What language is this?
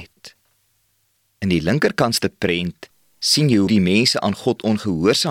Afrikaans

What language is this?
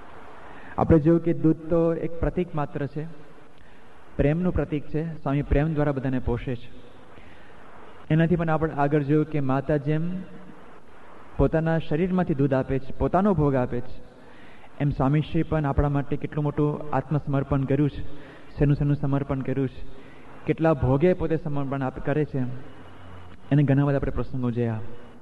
Gujarati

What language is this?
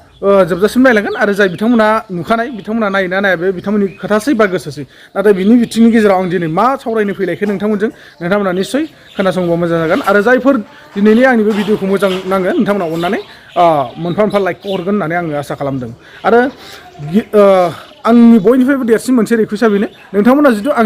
Bodo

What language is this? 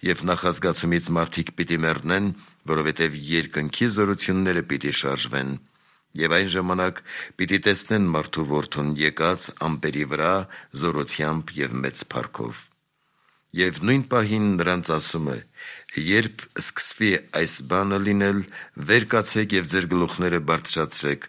Armenian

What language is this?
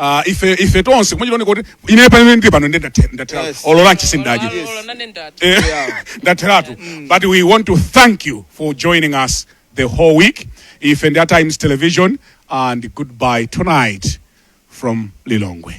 Nyanja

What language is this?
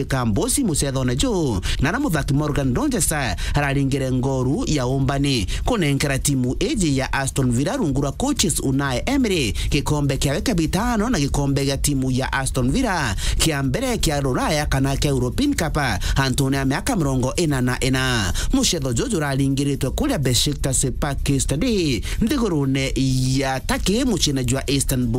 Meru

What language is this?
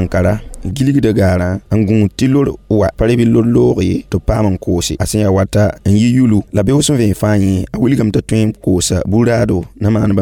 Mossi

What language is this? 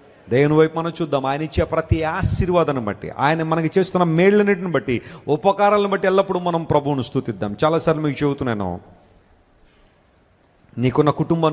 Telugu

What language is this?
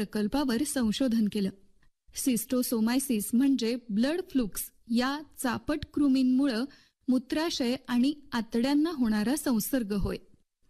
Marathi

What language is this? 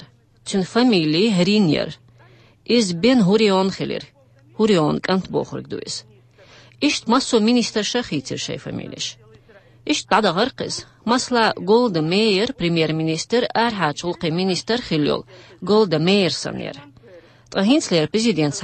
Chechen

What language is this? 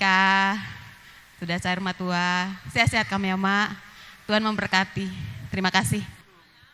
Batak Karo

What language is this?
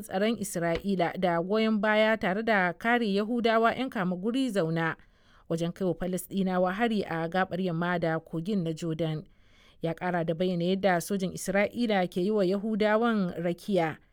Hausa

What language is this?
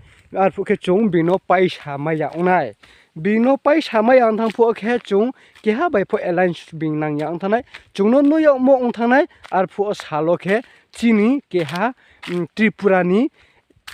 Riang (India)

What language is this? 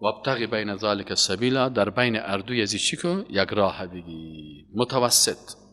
Persian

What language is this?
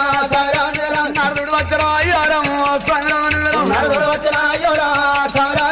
Telugu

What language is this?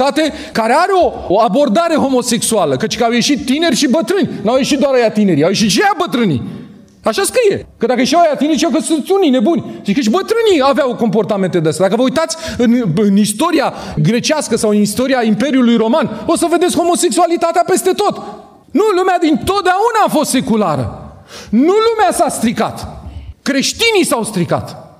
Romanian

